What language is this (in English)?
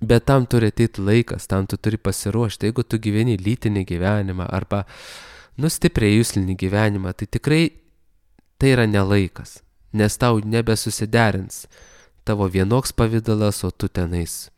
Lithuanian